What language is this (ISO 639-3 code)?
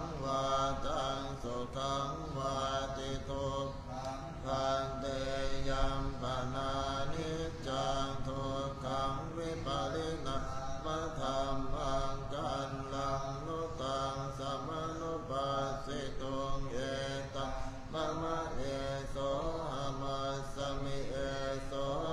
pli